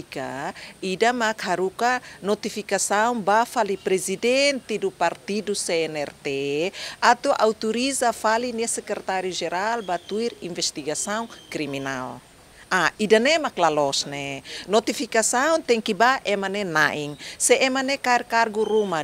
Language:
Tetum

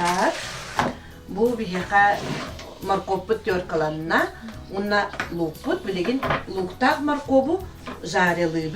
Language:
Yakut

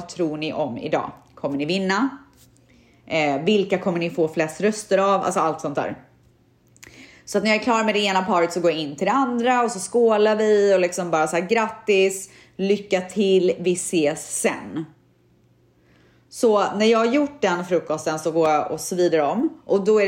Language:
Swedish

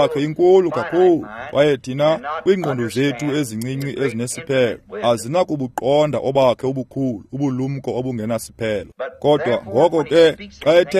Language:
Xhosa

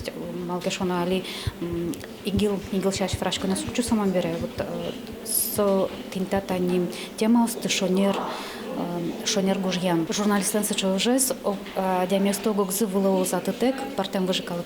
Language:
Udmurt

